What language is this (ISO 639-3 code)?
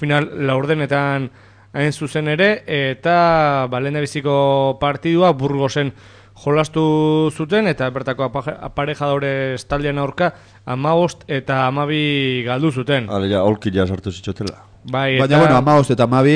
eus